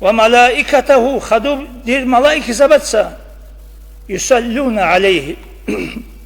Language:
Avaric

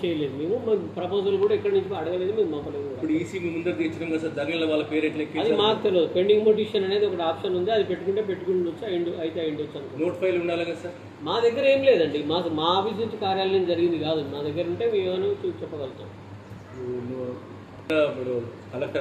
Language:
Telugu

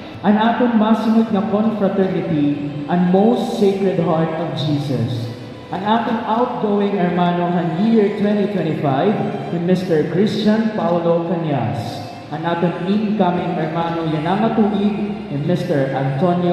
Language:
Waray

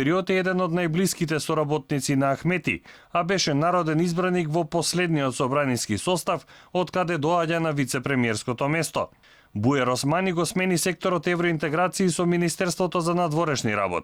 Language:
Macedonian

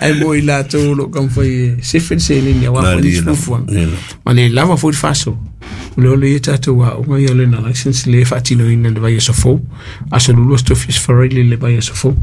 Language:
Samoan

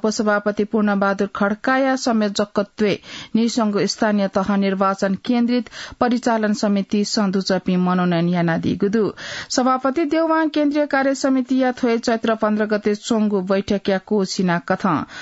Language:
Newari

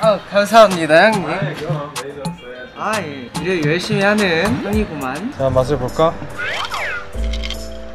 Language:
Korean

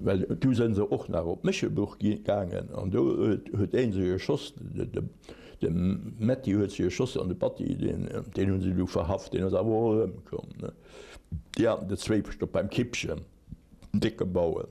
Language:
Luxembourgish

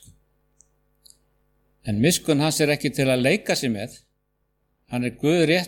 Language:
Icelandic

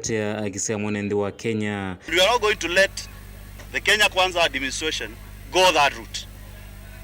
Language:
Kamba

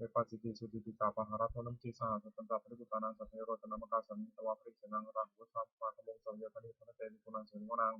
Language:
Pali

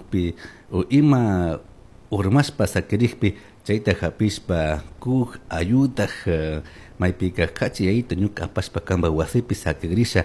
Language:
Chimborazo Highland Quichua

